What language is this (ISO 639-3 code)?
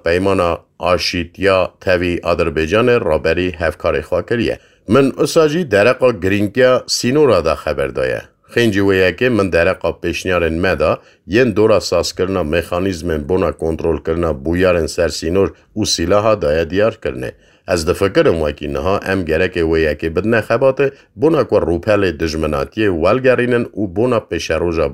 kur